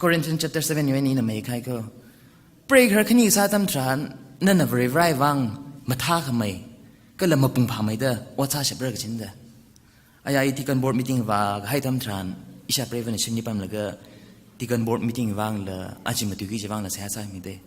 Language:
Tangkhul Naga (India)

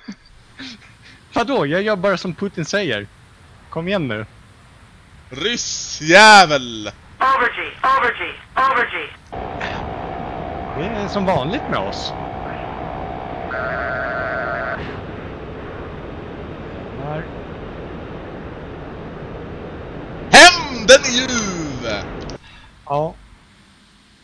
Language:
Swedish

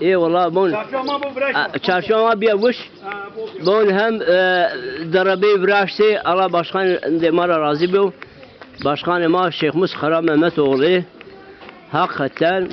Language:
Zaza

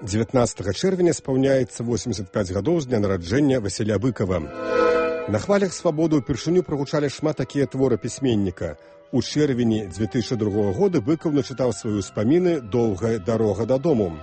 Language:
Belarusian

